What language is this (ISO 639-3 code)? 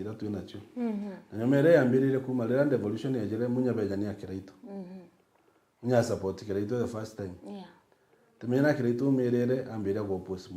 mer